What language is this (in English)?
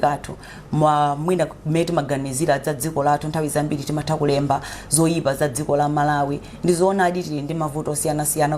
Nyanja